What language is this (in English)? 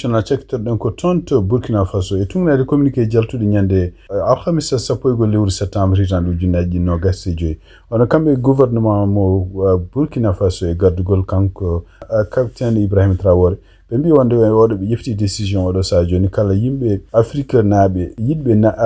Fula